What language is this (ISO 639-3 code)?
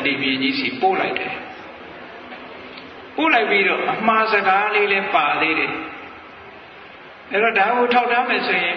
mya